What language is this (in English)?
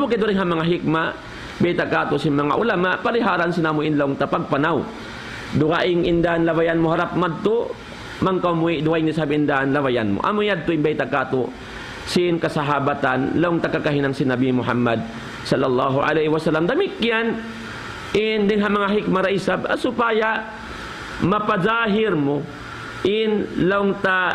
Tausug